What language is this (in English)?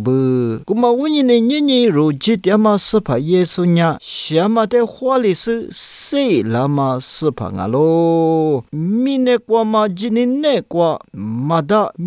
Lisu